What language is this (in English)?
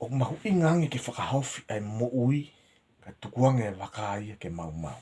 Tongan